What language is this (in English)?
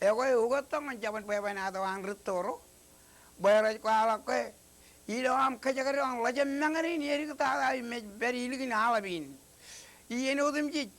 Marshallese